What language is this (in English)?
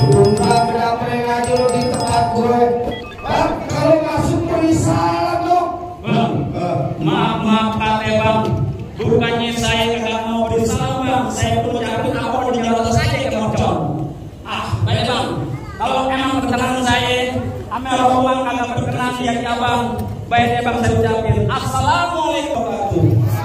Betawi